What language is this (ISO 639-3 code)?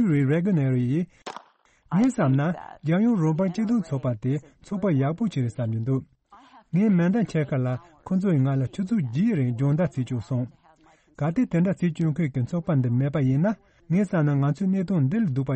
bod